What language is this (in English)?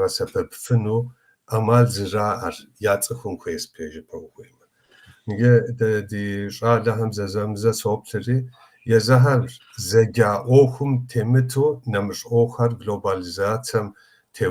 Kabardian